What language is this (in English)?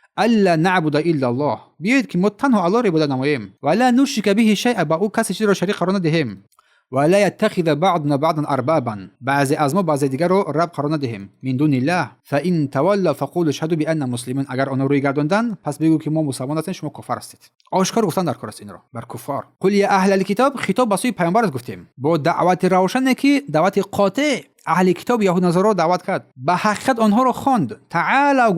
Tajik